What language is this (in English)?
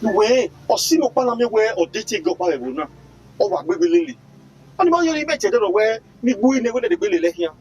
Bini